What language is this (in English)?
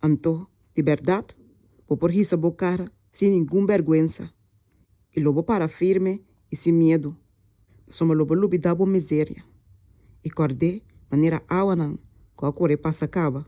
Papiamento